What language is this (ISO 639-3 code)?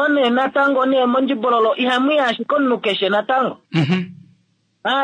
kua